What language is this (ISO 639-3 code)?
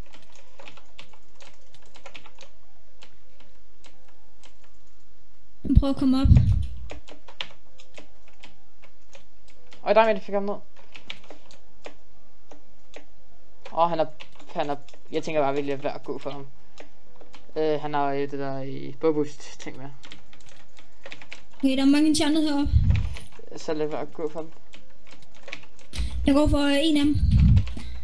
dan